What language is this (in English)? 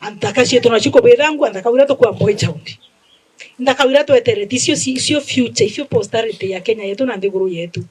Meru